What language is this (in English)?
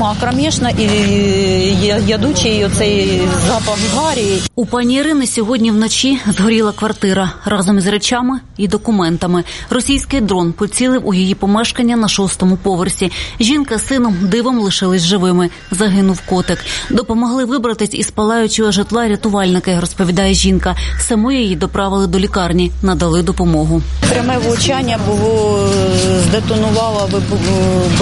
Ukrainian